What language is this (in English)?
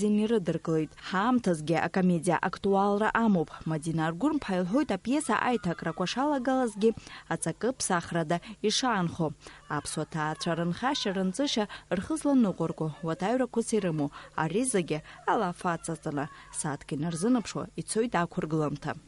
Abkhazian